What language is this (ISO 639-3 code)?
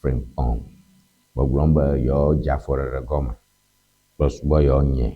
ewe